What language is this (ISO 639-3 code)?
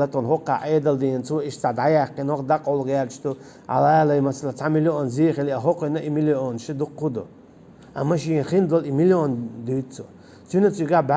che